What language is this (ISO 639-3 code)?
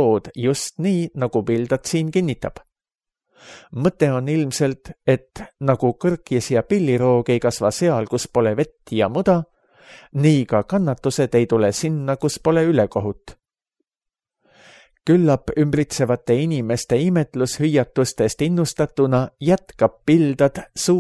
est